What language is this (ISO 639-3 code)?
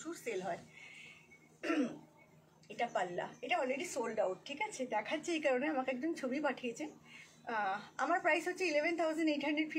ben